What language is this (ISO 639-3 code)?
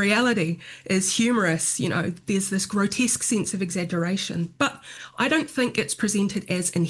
eng